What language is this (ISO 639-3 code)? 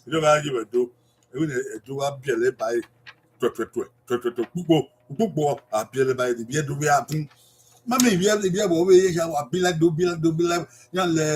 bin